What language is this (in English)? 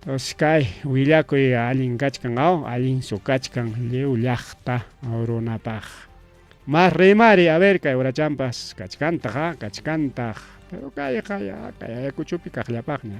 Ayacucho Quechua